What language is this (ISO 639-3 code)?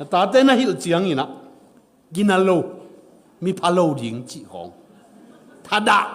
ctd